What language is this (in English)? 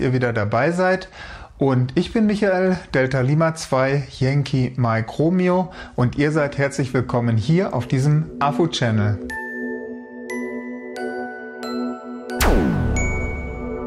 German